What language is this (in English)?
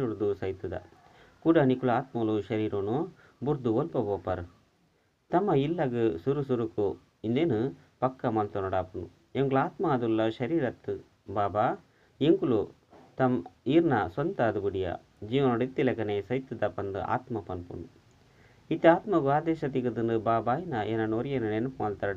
Tulu